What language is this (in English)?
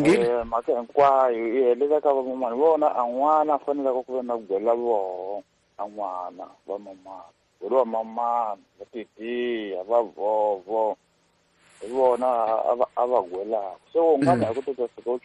Tsonga